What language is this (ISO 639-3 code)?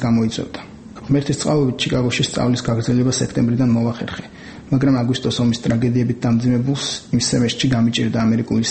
kat